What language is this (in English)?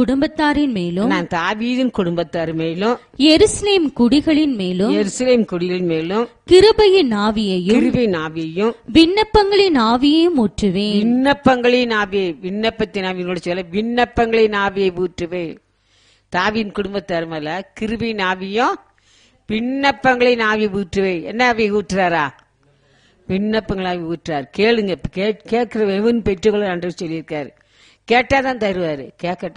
Tamil